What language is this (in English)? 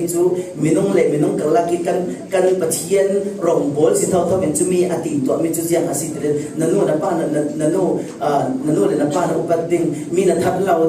Falam Chin